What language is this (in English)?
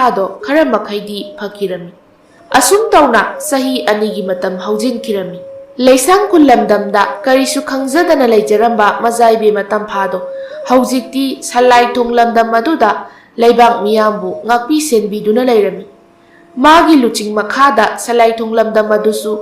Manipuri